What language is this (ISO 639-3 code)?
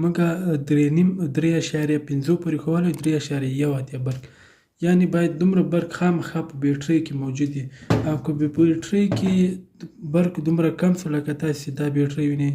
pus